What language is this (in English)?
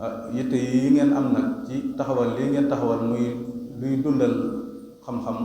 Wolof